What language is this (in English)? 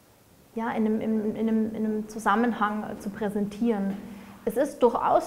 German